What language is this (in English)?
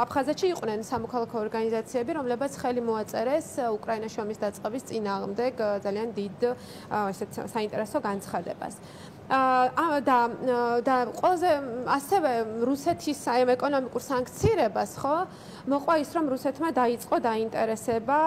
Georgian